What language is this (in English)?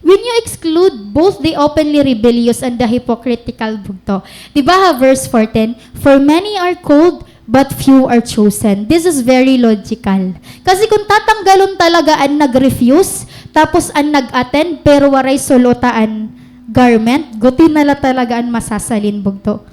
Waray